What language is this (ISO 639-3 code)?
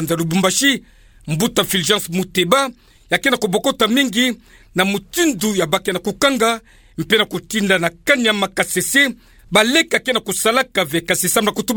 ktu